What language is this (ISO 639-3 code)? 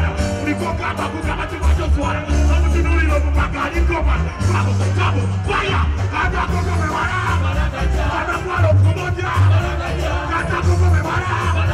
swa